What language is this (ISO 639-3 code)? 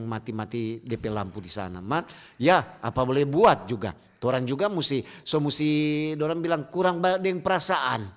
xmm